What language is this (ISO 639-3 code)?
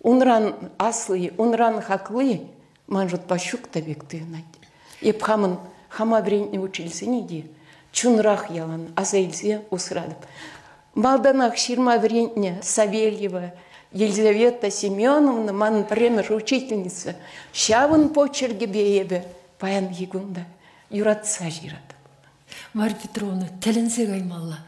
chv